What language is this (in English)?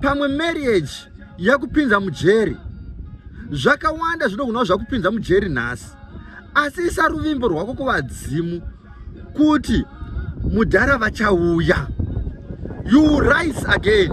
Shona